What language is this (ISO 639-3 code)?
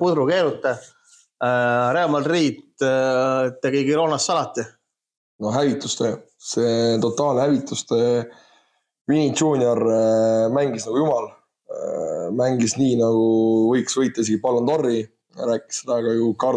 est